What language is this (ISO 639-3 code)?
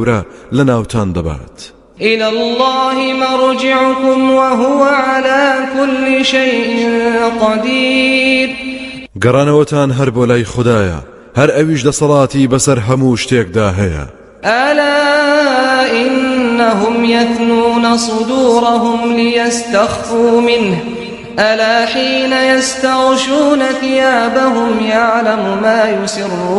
ckb